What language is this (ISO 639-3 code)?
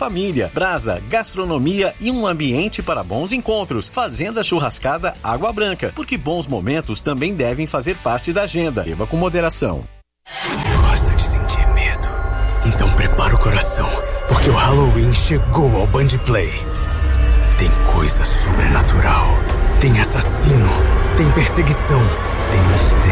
por